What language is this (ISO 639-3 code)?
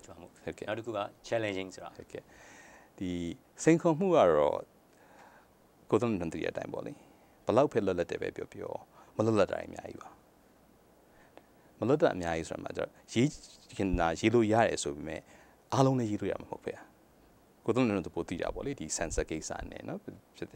mya